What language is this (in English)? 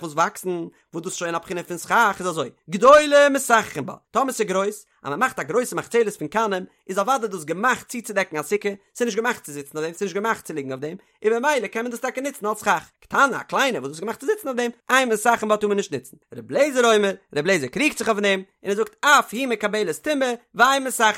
Yiddish